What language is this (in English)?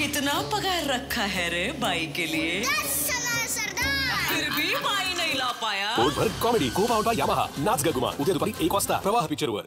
Marathi